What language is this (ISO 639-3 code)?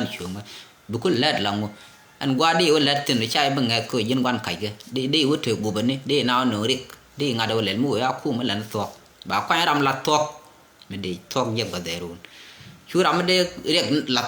nus